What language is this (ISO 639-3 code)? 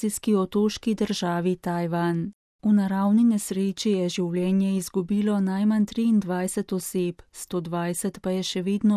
slv